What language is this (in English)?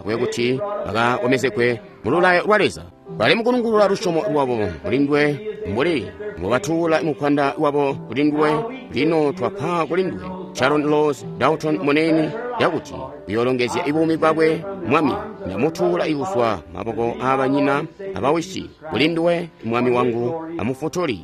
Tonga (Zambia)